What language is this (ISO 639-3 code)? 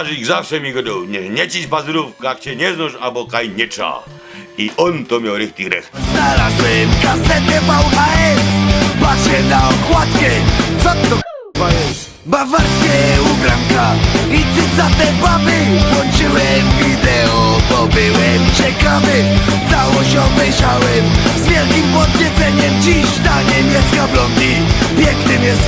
szl